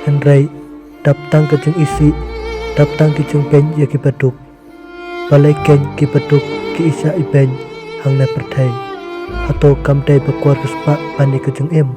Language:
Khasi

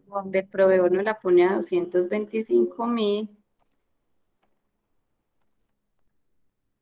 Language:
Spanish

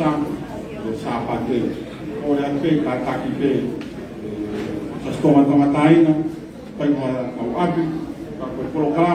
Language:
Tongan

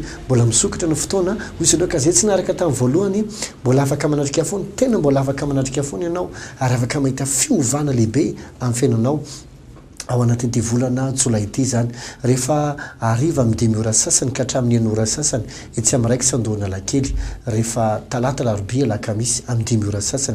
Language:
Malagasy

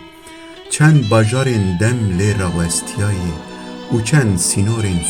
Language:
Kurdish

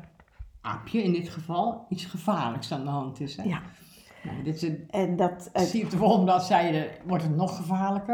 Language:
Dutch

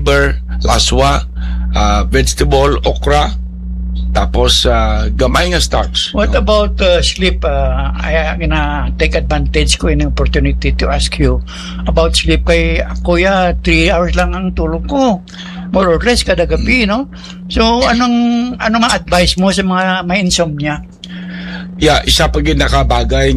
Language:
Hiligaynon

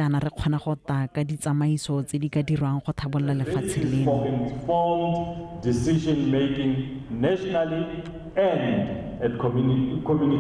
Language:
Tswana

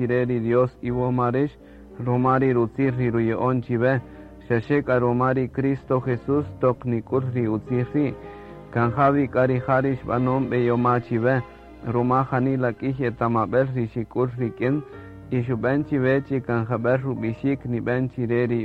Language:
Kaqchikel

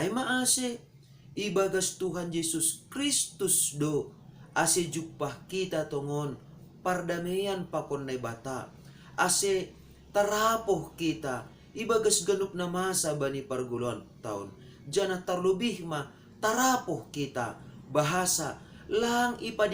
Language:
Batak Simalungun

